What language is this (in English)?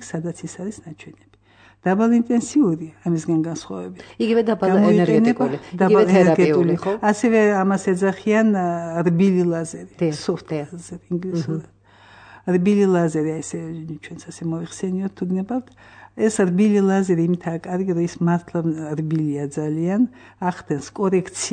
Georgian